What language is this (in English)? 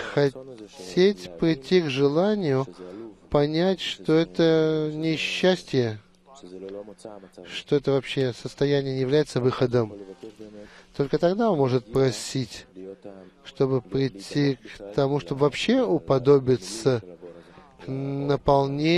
Russian